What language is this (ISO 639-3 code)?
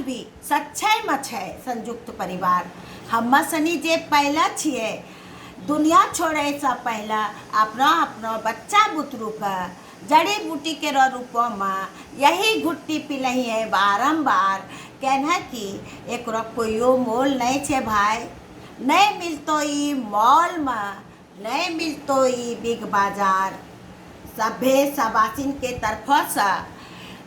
anp